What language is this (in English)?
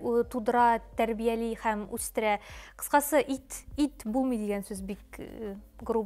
Tatar